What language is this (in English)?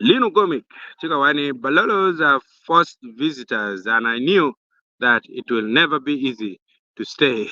Acoli